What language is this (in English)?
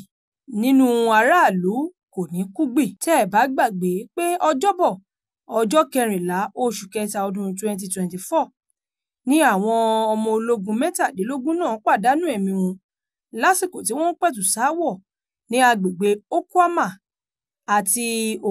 Yoruba